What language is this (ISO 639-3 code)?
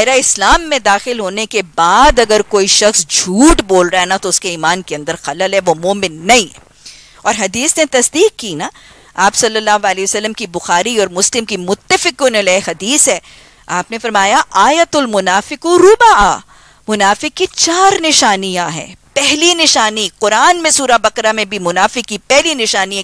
urd